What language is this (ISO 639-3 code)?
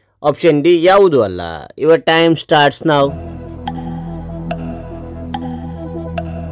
kan